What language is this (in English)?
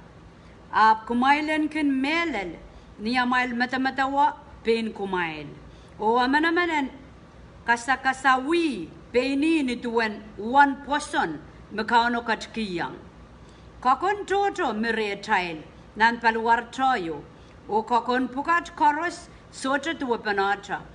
Pohnpeian